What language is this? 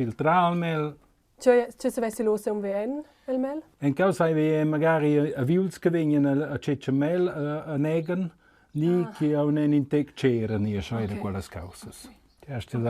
Romansh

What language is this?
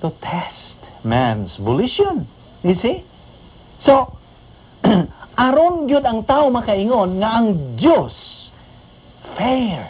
Cebuano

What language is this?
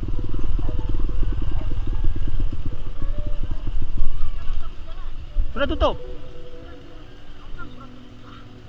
Malay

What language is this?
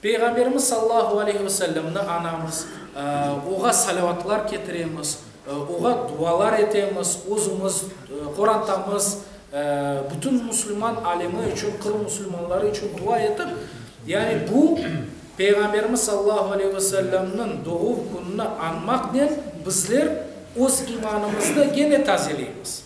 Crimean Tatar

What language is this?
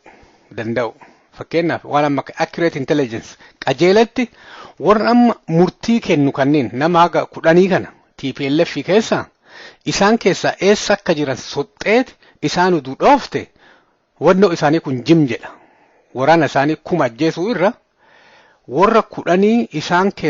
Oromo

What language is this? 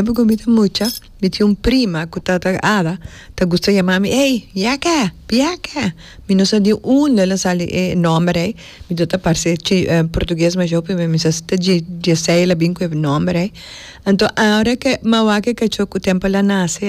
Papiamento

